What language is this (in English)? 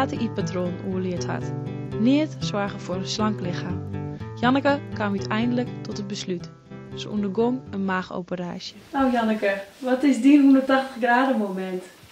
Western Frisian